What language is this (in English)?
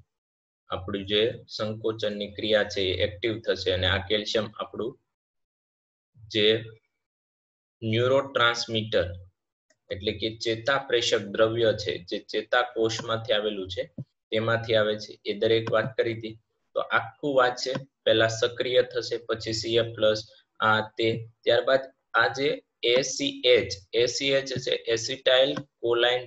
Gujarati